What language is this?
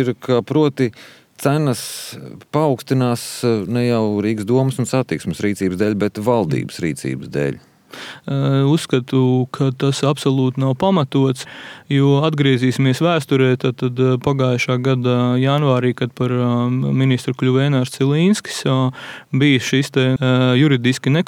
Latvian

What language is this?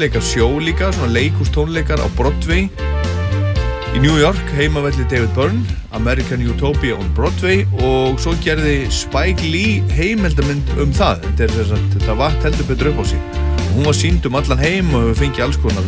Icelandic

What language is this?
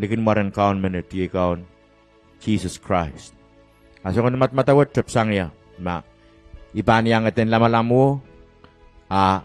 Pohnpeian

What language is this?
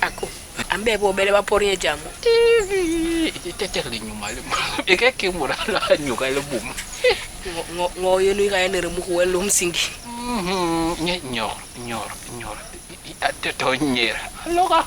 Basaa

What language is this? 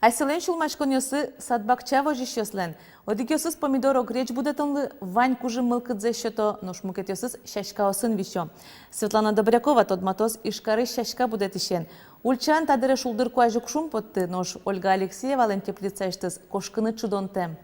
Udmurt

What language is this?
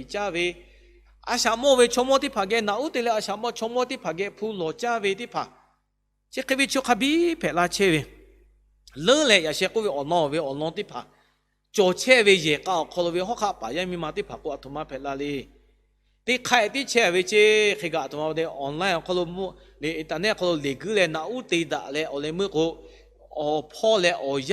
Lahu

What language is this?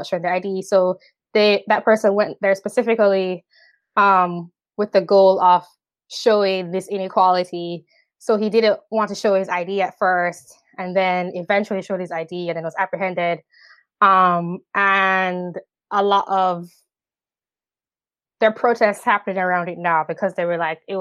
English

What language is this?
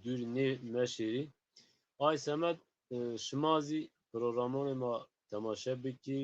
Zaza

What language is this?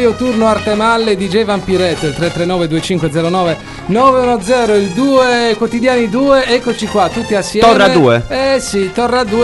Italian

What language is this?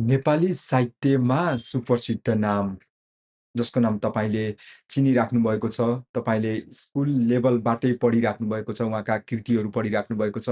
Nepali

